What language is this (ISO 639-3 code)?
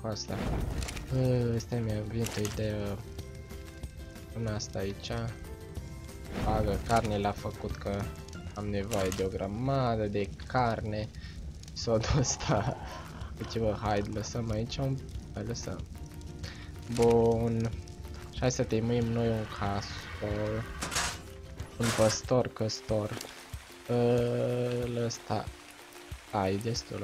ron